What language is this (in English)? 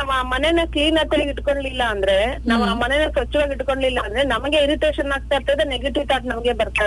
Kannada